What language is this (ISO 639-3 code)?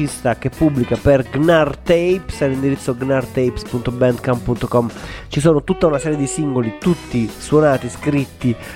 ita